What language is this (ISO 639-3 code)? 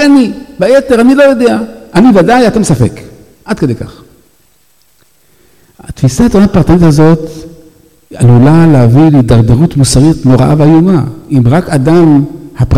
heb